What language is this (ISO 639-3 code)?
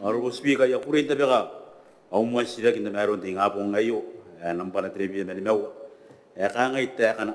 gil